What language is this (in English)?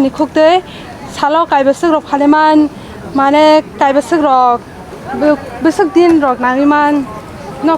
Kok Borok